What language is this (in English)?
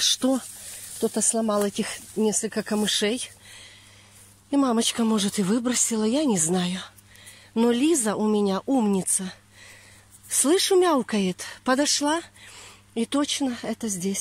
Russian